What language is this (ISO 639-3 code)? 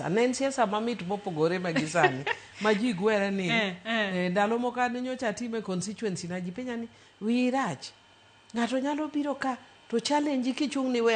luo